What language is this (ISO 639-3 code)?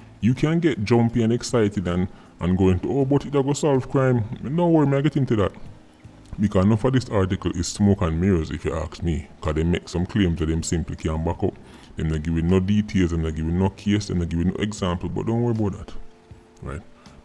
jam